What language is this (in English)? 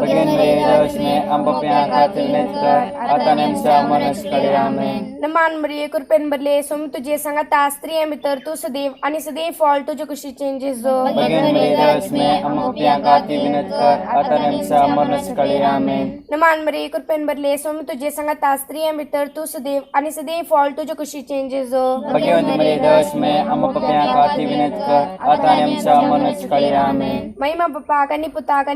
Konkani